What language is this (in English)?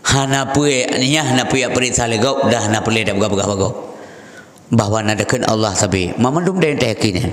Achinese